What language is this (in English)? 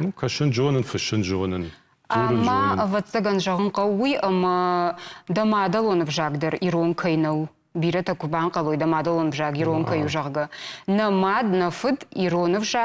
Ossetic